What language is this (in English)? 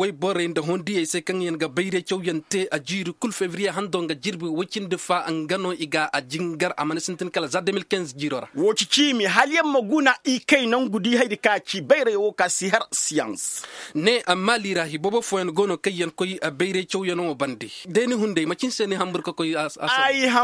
Koyraboro Senni